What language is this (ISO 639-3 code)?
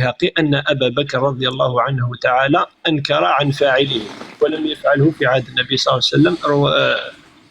kab